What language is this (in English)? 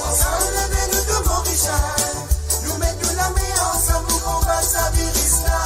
Morisyen